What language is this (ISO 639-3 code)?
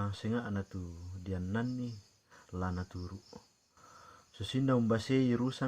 sda